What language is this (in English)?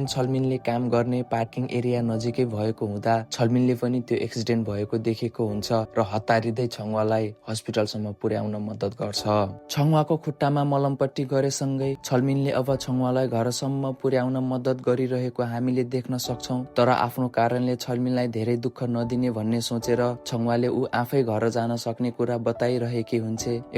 Nepali